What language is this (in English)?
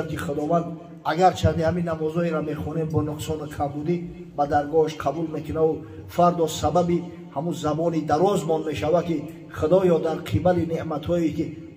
Tajik